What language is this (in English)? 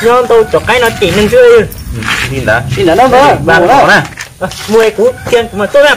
Hmong